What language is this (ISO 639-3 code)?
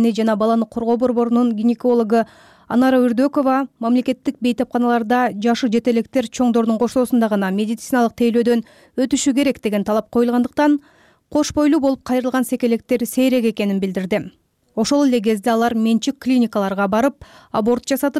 kir